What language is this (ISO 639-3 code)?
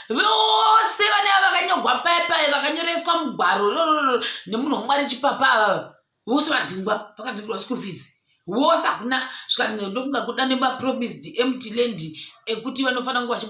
sna